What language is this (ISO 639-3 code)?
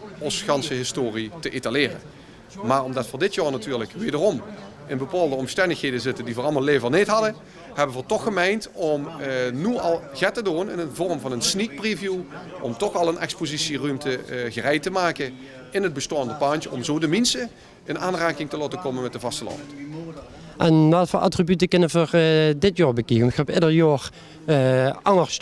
lim